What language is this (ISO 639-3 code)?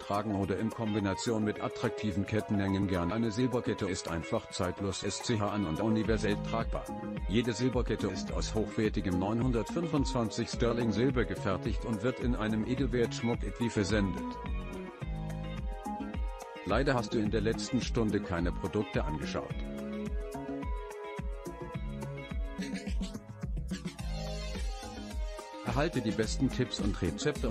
deu